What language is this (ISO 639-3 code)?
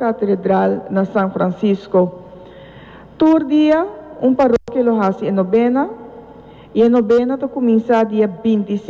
pap